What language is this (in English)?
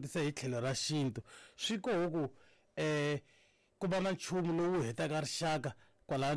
Tsonga